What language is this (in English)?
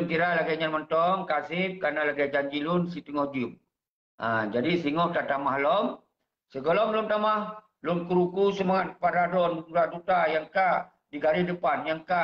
Achinese